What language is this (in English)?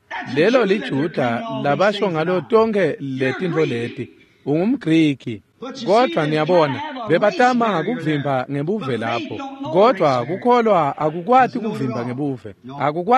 Swati